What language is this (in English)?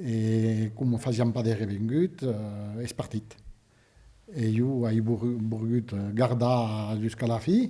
Occitan